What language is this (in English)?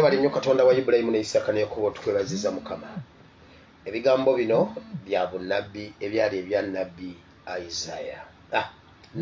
Ganda